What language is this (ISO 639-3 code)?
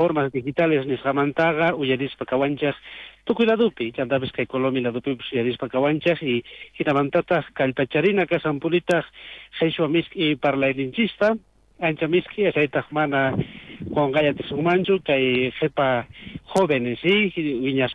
quh